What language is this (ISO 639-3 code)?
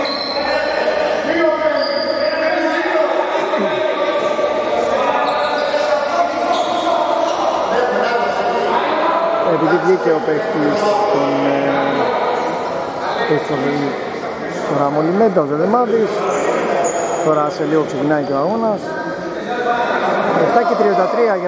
ell